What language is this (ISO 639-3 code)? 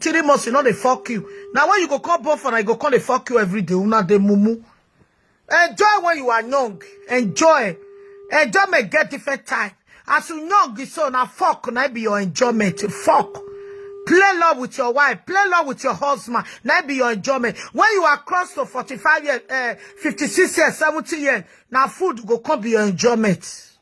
pcm